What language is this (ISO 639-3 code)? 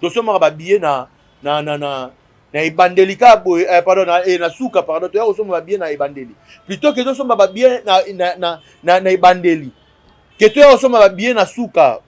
lin